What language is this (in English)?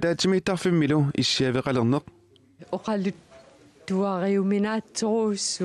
Kalaallisut